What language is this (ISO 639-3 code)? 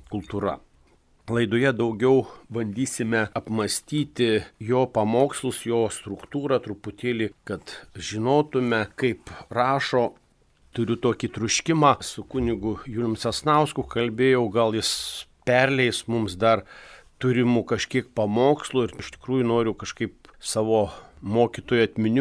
lit